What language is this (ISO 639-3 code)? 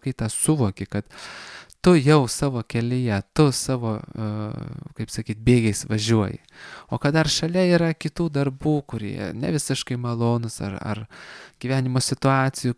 lit